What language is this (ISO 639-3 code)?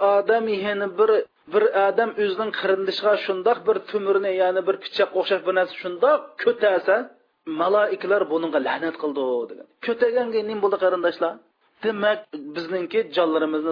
uig